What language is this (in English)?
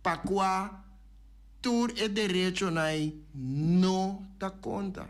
Papiamento